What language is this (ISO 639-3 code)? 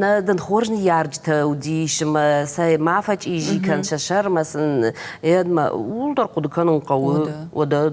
oss